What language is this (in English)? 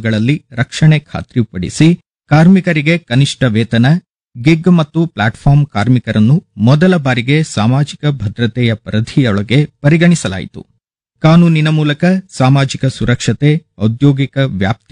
Kannada